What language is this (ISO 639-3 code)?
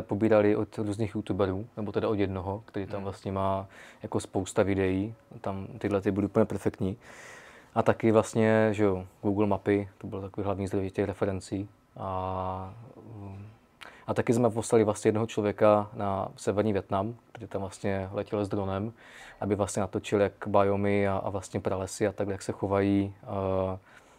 ces